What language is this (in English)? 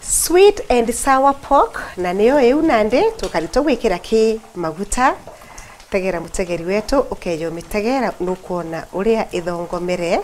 Meru